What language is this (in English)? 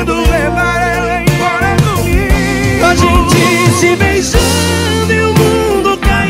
Portuguese